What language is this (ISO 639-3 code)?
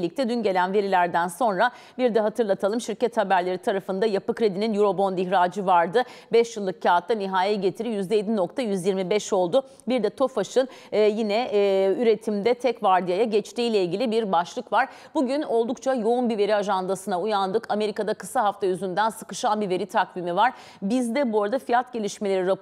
tur